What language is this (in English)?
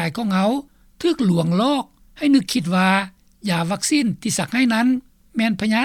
Lao